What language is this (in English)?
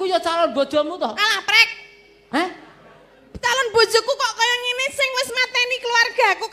Javanese